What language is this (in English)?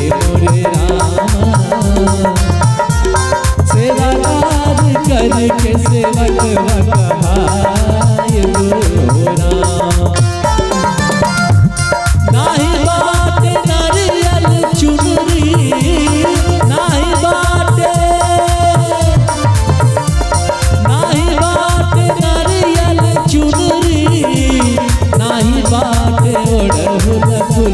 Bhojpuri